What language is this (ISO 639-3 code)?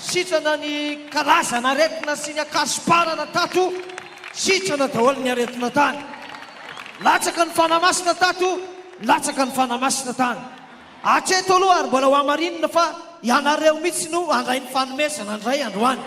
mlg